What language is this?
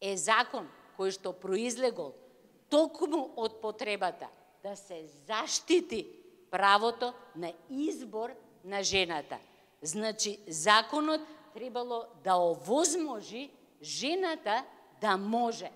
Macedonian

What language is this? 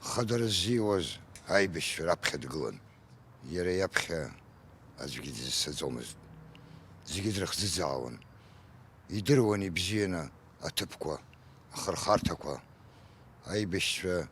Abkhazian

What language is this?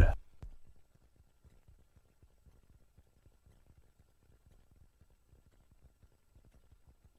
Norwegian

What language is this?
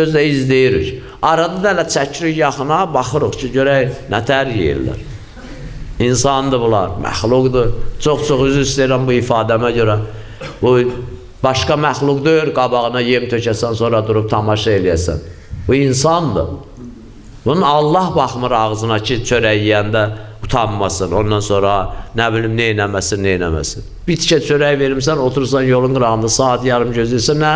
Azerbaijani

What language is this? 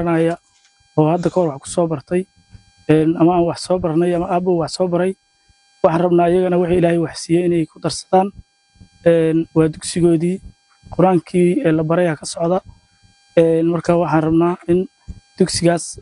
Somali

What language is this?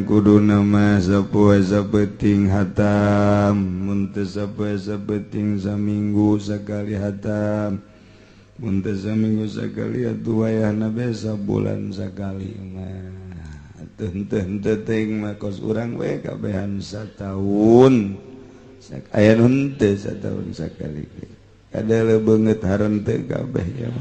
Sundanese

